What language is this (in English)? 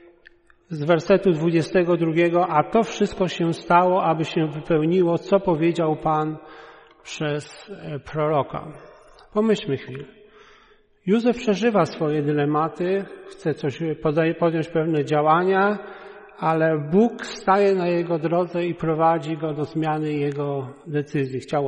Polish